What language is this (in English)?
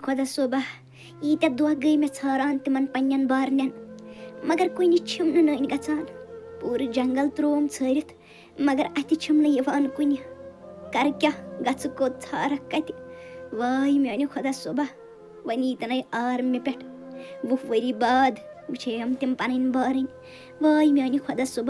Kashmiri